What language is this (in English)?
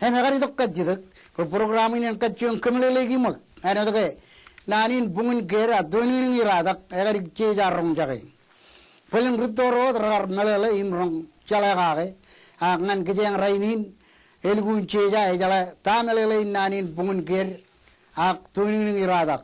Marshallese